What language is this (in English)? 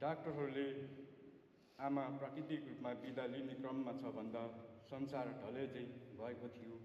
Nepali